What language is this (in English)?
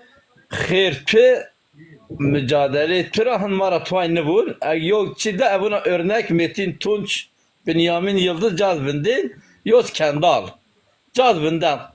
Zaza